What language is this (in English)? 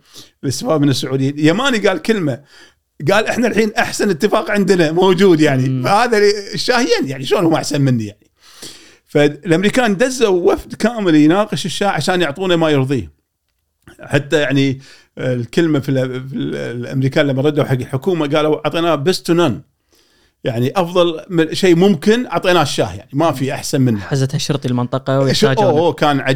Gulf Arabic